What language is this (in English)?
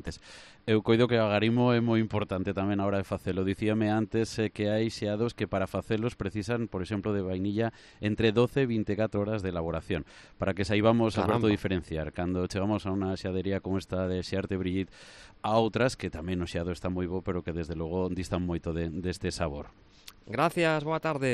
Galician